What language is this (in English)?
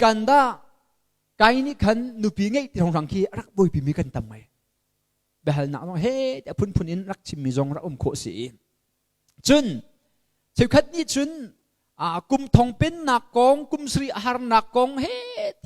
Hakha Chin